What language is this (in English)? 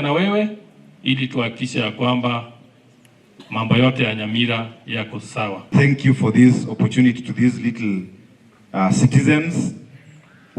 Gusii